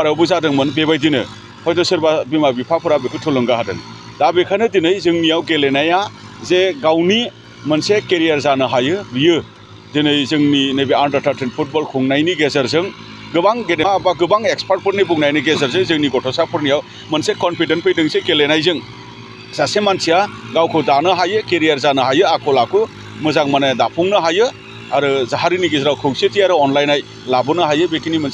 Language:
Bodo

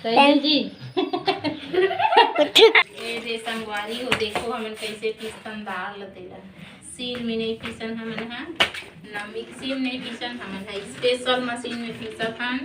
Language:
Chhattisgarhi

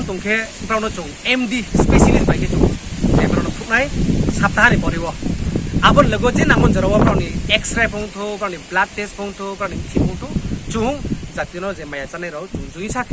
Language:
Riang (India)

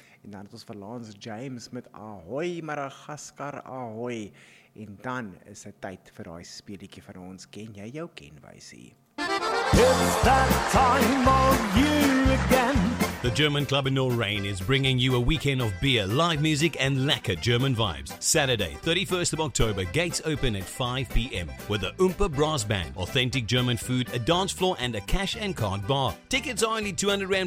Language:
Afrikaans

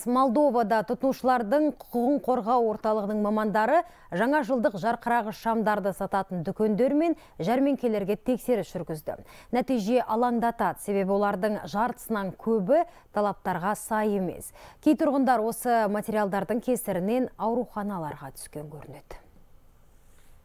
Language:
Kazakh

